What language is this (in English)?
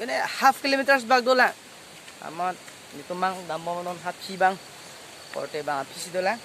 Karbi